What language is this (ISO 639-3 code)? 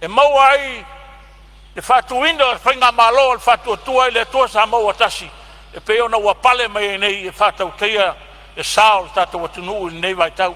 smo